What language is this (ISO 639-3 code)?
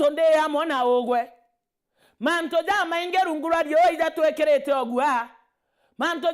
mer